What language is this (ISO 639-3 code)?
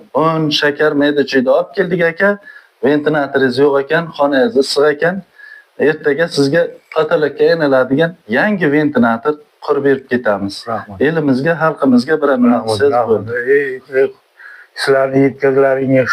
uzb